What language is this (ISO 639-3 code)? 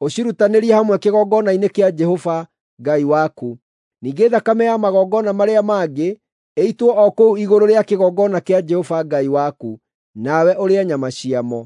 kik